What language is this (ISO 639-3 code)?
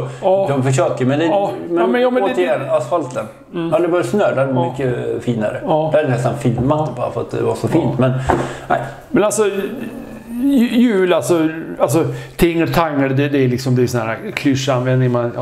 swe